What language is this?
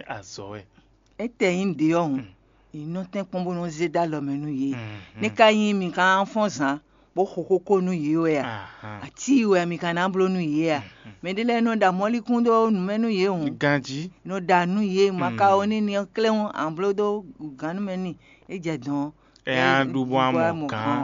Fon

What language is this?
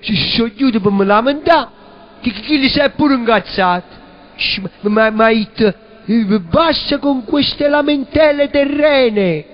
Neapolitan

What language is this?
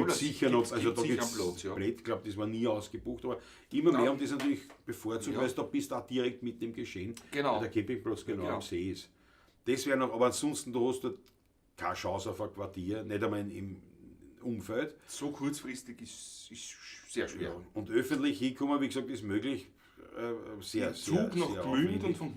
Bavarian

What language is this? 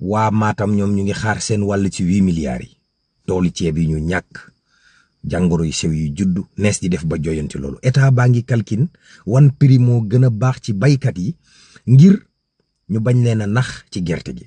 Wolof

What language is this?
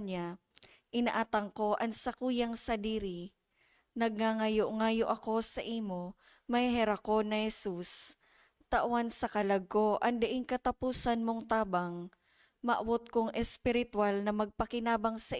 Bikol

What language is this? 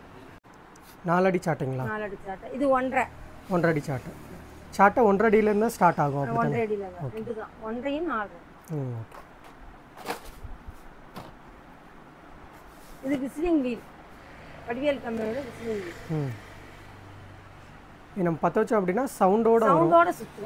Tamil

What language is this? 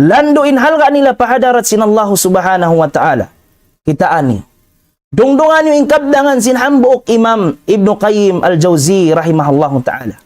Tausug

